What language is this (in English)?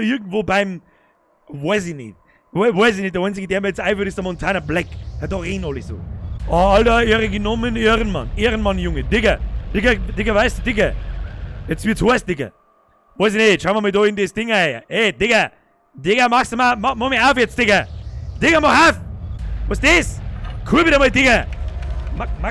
Bavarian